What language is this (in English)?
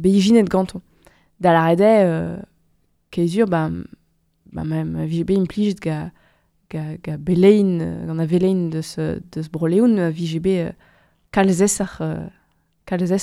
Breton